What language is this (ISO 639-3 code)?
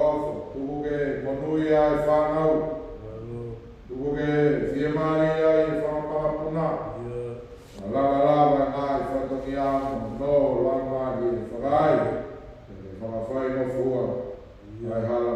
ton